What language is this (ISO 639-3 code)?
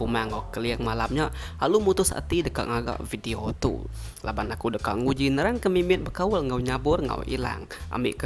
iba